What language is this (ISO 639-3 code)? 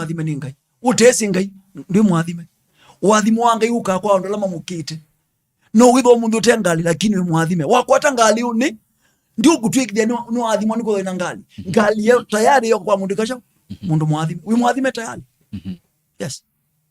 kam